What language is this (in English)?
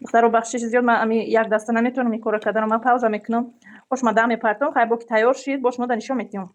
Tajik